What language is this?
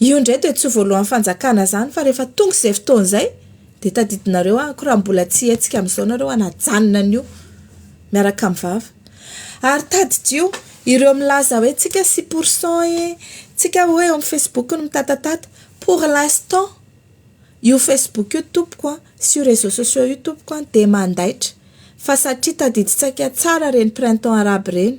Malagasy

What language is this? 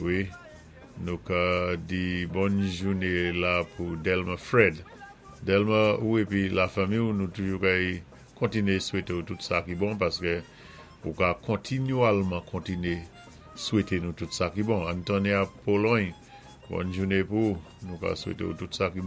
Saint Lucian Creole French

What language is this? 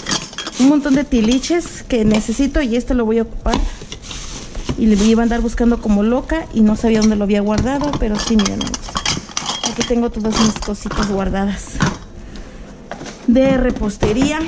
Spanish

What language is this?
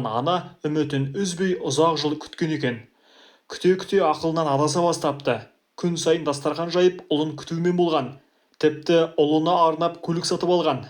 Kazakh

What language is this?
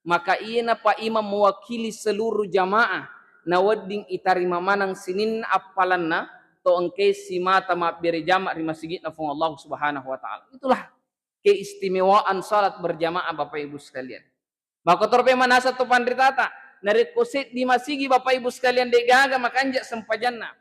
Buginese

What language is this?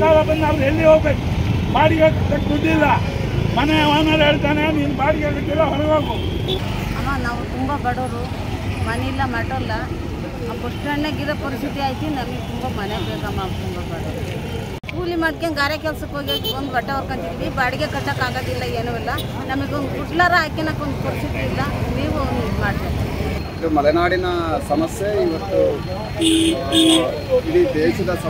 Kannada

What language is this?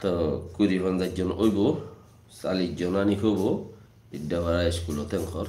Rohingya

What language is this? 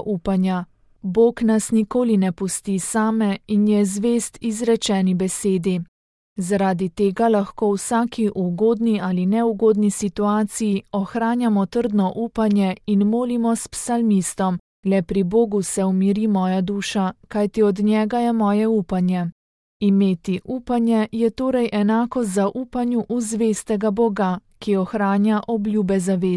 Slovenian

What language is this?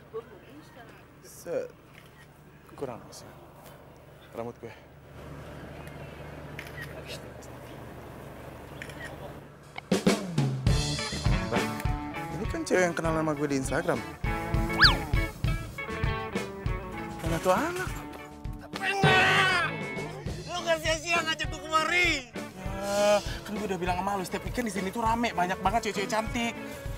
Indonesian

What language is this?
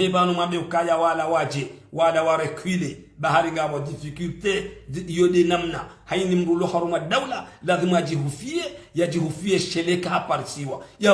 Ngazidja Comorian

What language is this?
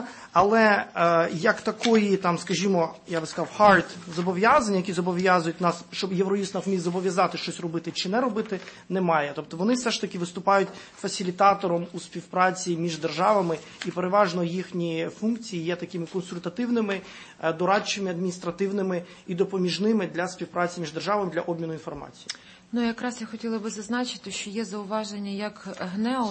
Ukrainian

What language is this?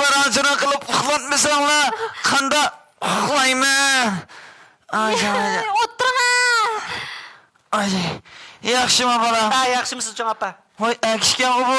Uyghur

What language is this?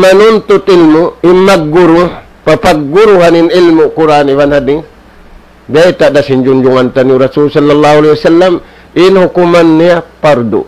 Tausug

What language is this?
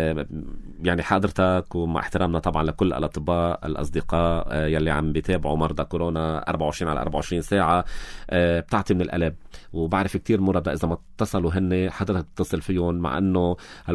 North Levantine Arabic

